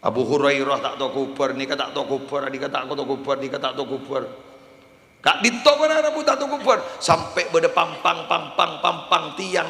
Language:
Madurese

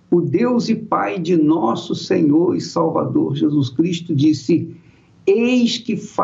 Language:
Portuguese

